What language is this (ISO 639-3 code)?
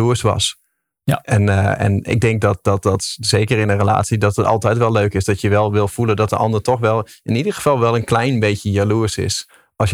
nld